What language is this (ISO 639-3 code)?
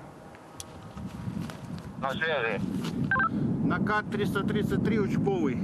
rus